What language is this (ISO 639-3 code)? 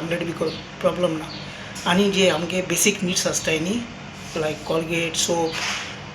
kok